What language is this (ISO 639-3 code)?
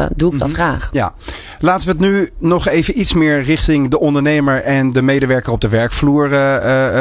nld